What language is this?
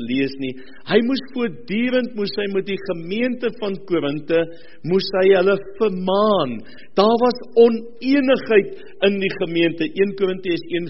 Afrikaans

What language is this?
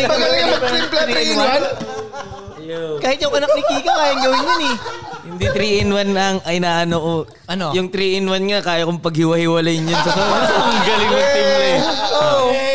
Filipino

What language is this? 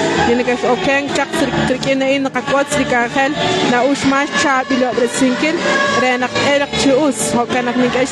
Kekchí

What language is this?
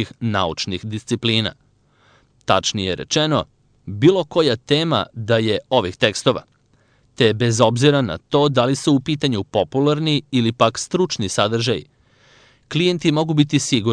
Serbian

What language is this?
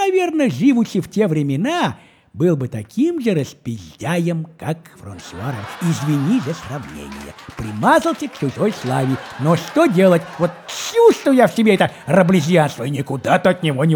Russian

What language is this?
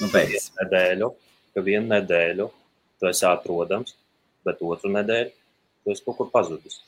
Latvian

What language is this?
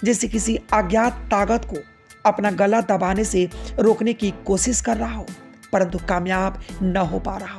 Hindi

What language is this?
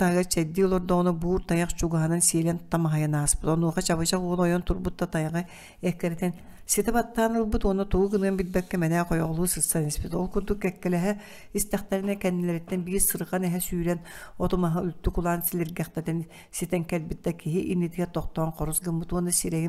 Yakut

